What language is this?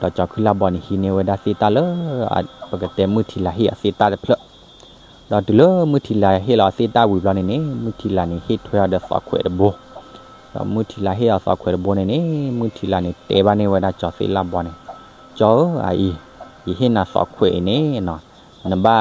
S'gaw Karen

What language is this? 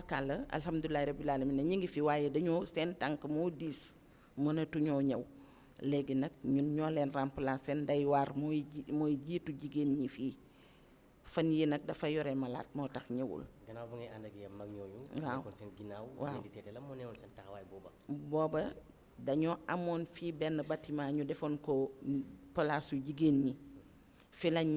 Wolof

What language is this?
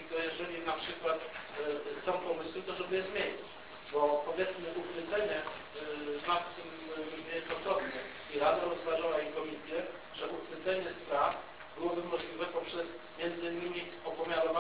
Polish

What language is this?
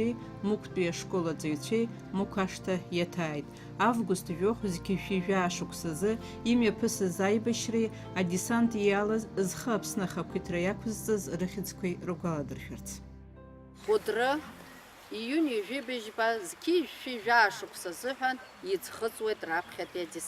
Abkhazian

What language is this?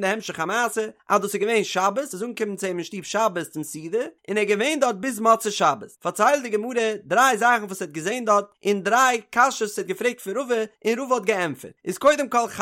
Yiddish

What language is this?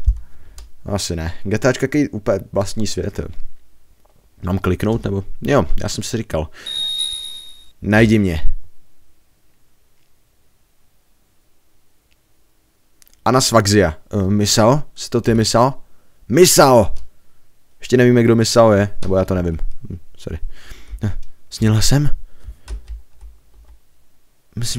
Czech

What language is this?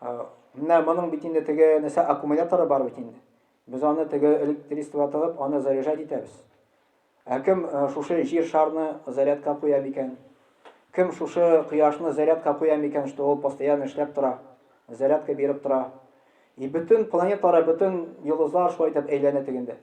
Tatar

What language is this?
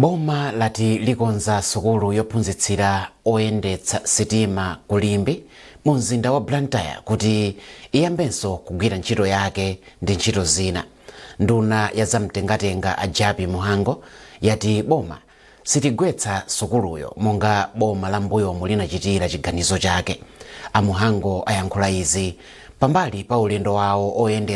Nyanja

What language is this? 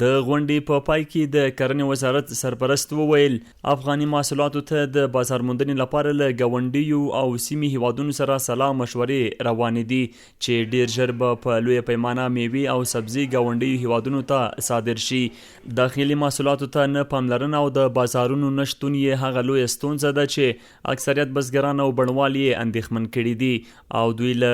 Pashto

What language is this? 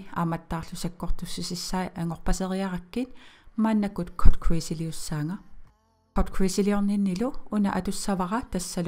Kalaallisut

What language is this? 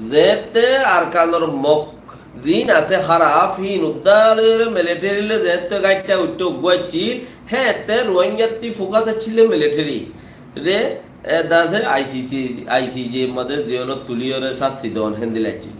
Rohingya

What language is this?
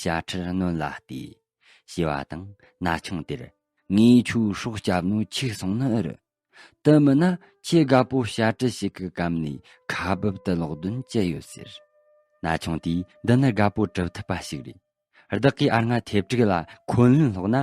Tibetan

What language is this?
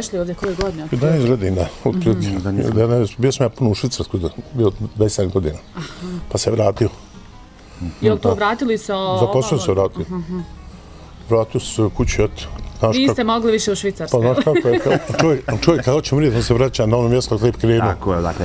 Bosnian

